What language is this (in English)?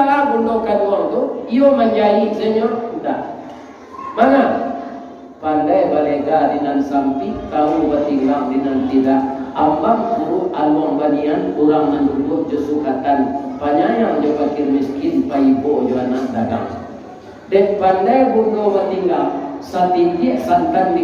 Minangkabau